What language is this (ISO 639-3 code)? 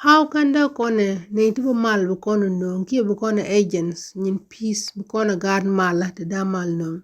nus